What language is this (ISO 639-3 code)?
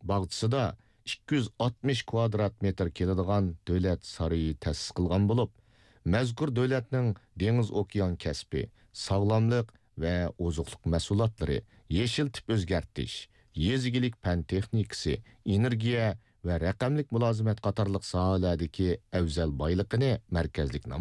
uig